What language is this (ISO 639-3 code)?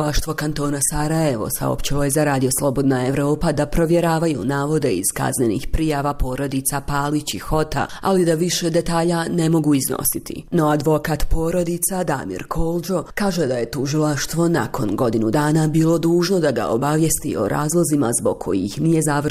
bos